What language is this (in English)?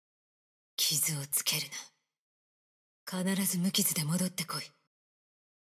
Japanese